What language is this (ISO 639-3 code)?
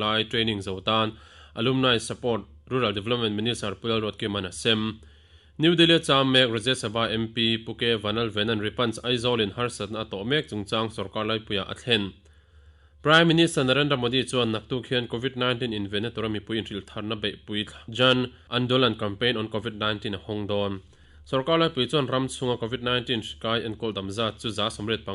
lus